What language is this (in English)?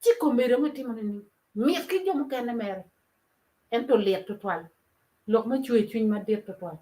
Acoli